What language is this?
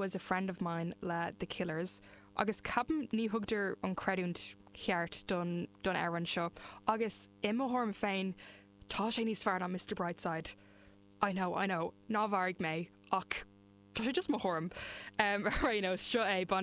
Irish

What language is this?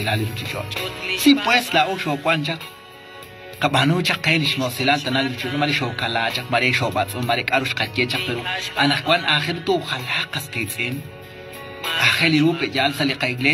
Kekchí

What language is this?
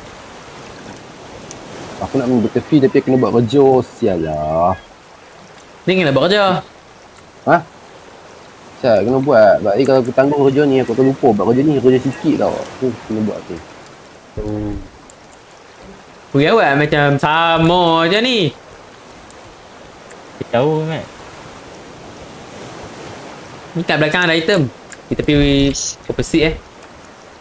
Malay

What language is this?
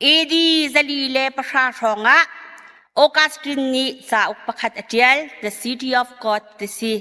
Hakha Chin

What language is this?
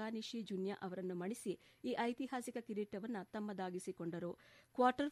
Kannada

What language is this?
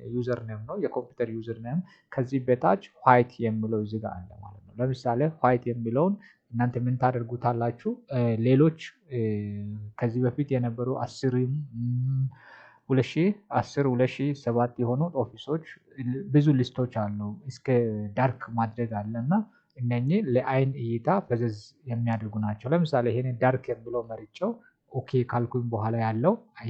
Amharic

